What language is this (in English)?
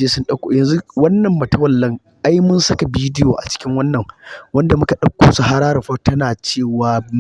Hausa